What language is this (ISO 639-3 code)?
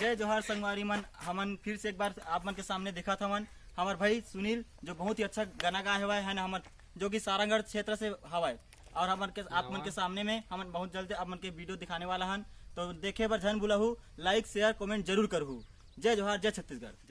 hne